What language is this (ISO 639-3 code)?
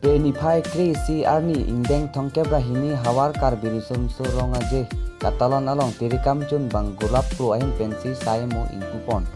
mjw